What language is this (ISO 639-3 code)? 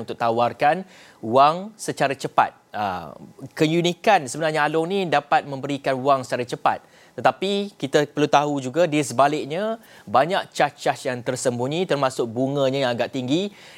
msa